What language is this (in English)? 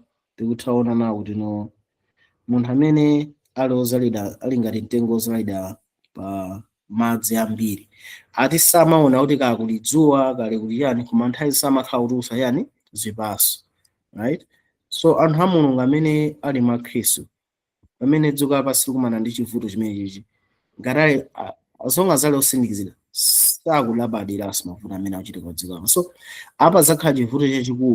Nyanja